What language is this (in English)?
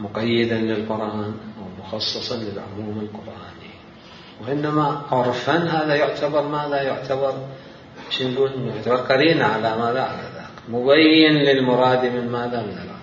Mesopotamian Arabic